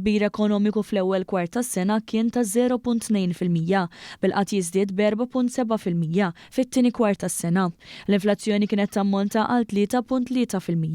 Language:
Maltese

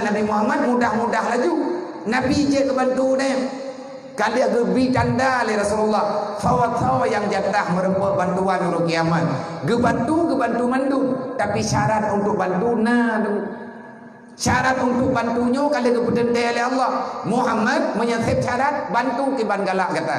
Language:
Achinese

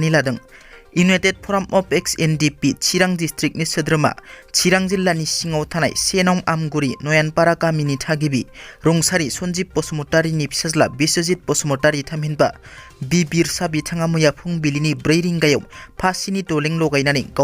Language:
Bodo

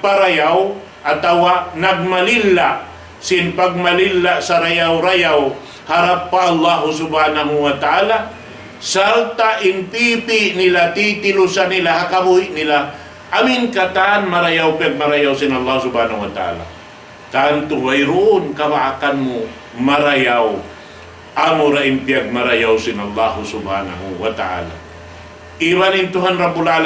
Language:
Tausug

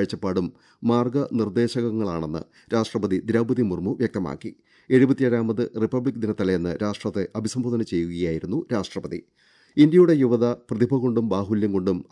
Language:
Malayalam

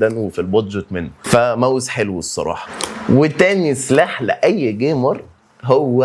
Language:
Egyptian Arabic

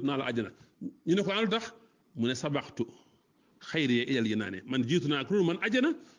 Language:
Wolof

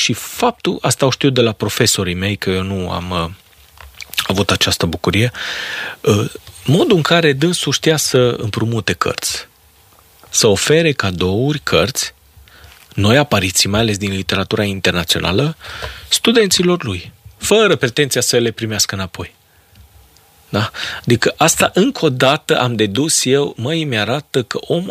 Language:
Romanian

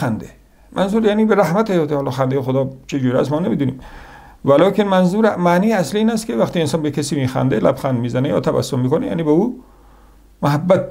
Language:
Persian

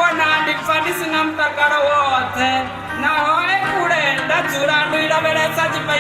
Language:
Venda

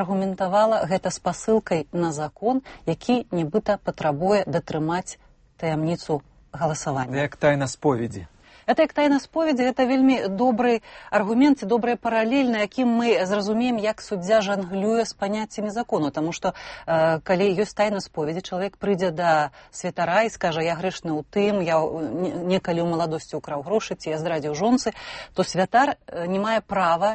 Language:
Belarusian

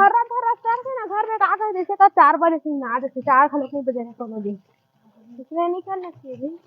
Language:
Chhattisgarhi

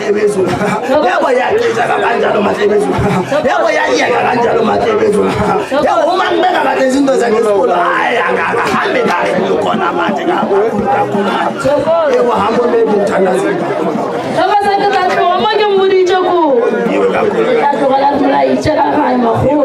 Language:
Northern Sotho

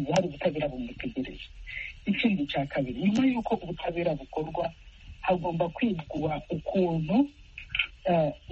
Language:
Kinyarwanda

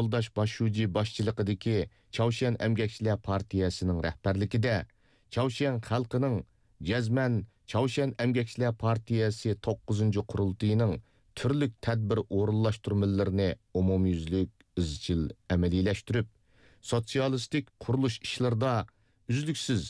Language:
Uyghur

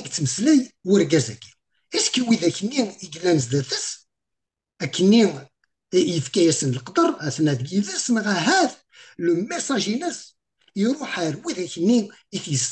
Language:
Kabyle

